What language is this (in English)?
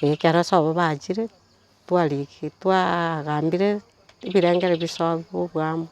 Gusii